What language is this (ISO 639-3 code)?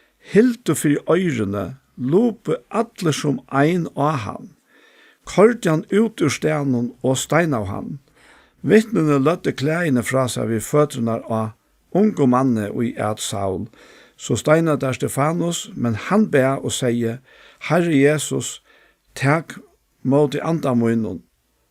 fao